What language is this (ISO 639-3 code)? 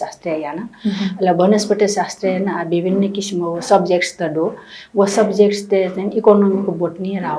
new